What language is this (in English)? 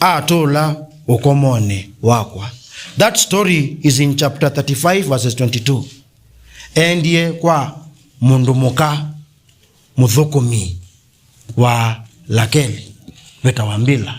Kamba